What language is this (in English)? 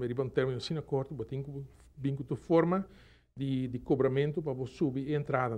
Papiamento